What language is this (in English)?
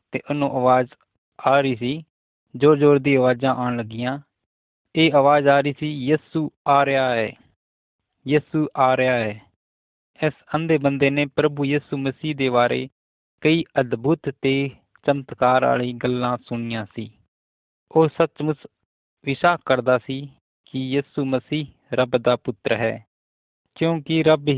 Punjabi